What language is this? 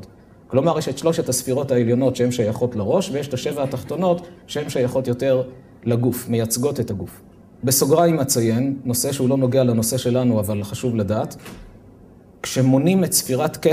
Hebrew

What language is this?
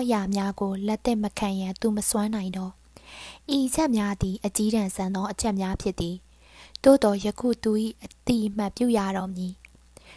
Burmese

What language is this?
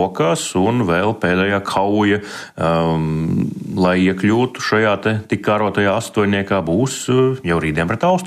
Latvian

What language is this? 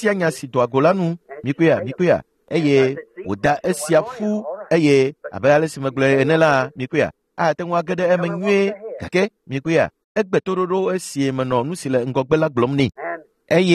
Ewe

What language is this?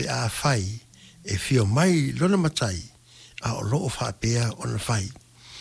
Samoan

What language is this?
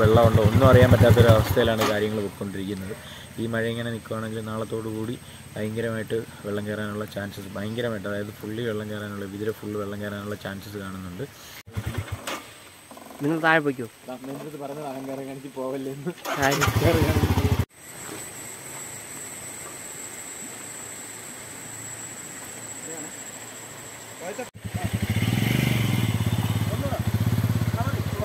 Malayalam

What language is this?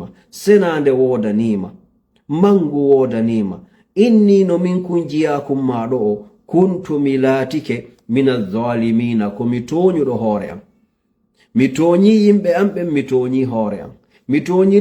Fula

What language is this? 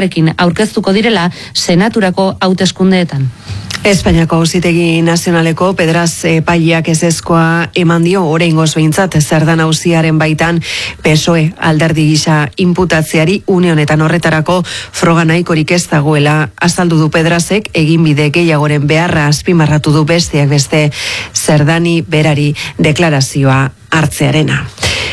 Basque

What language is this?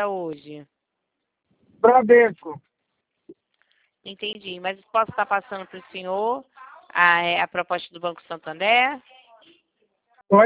Portuguese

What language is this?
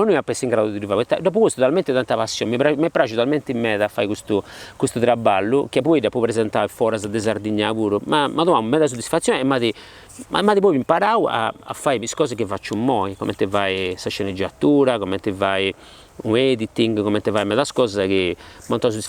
Sardinian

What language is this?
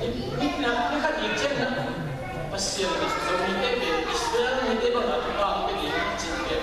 Tedim Chin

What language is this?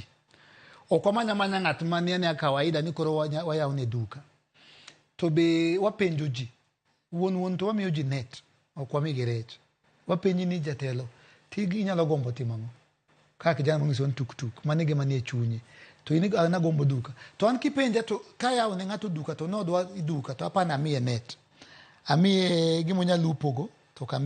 Luo (Kenya and Tanzania)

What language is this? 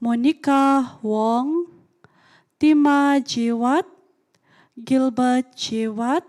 Central Dusun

